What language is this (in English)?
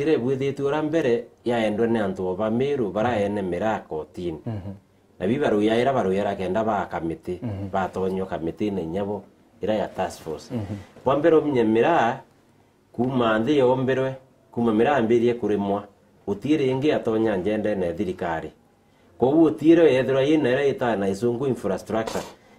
Meru